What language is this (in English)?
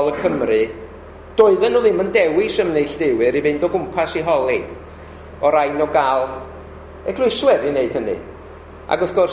Welsh